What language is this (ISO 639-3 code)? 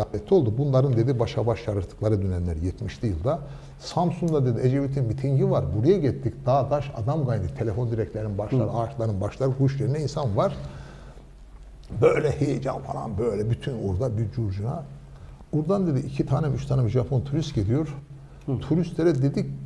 tur